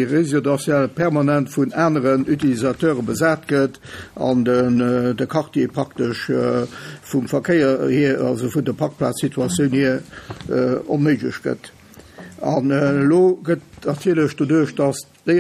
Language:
Luxembourgish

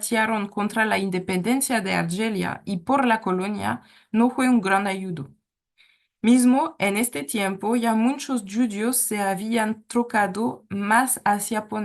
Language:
Ladino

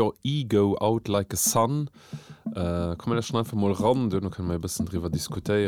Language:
Luxembourgish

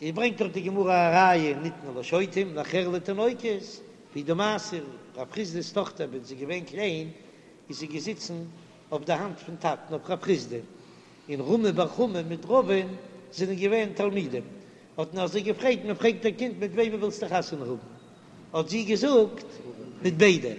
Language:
Yiddish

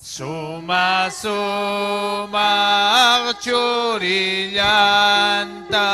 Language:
Ayacucho Quechua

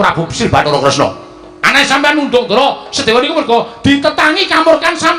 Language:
Javanese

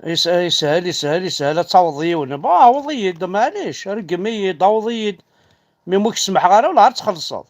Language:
Kabyle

